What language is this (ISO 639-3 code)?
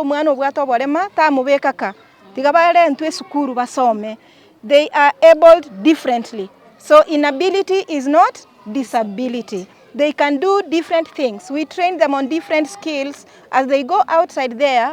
guz